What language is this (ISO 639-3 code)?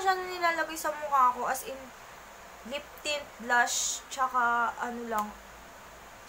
fil